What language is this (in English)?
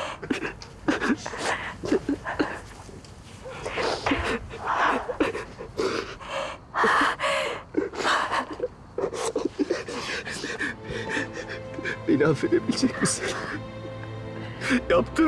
Turkish